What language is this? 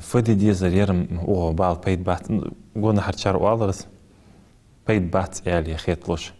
Ingush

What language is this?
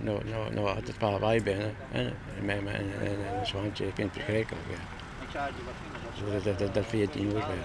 Western Frisian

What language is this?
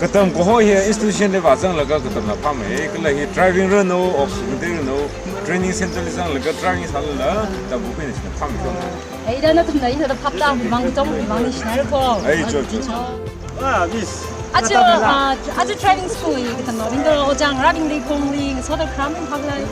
Tangkhul Naga (India)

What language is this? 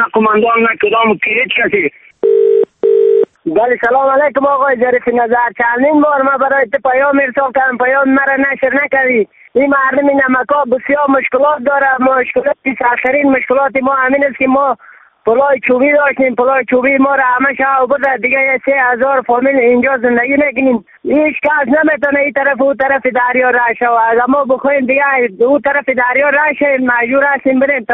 Persian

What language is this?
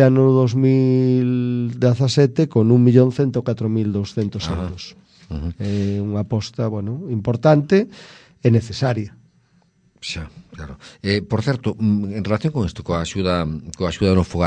Galician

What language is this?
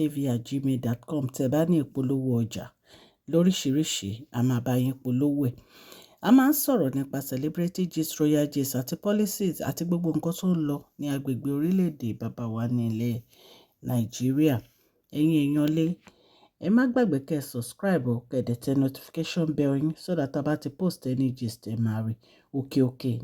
Yoruba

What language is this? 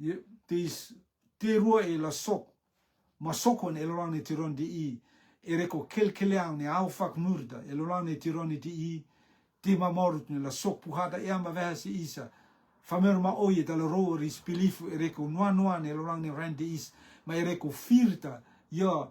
Rotuman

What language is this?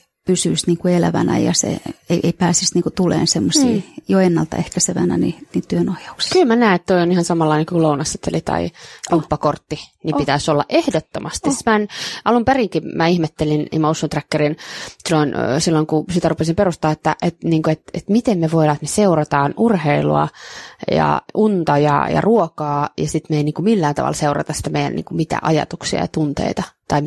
Finnish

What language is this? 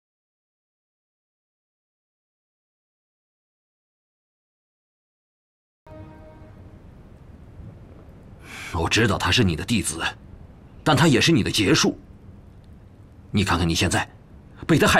Chinese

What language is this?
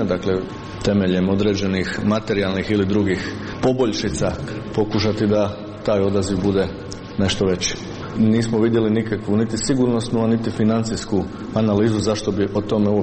Croatian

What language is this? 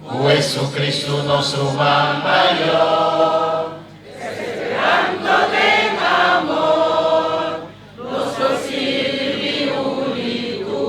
Papiamento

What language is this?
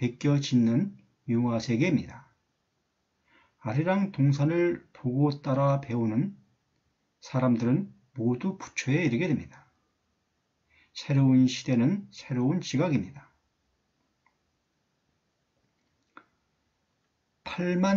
Korean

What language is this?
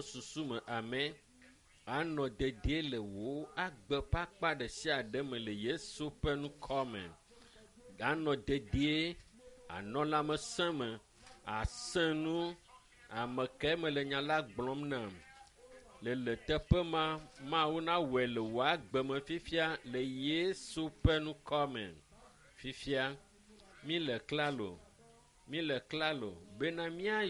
Ewe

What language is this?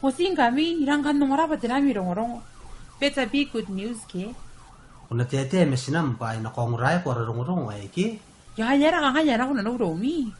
Gilbertese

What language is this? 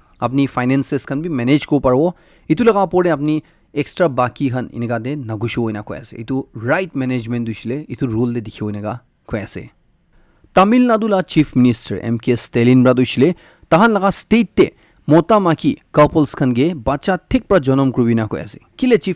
Naga Pidgin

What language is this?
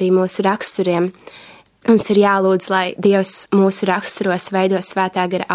Latvian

